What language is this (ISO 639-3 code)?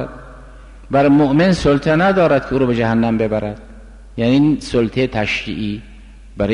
fas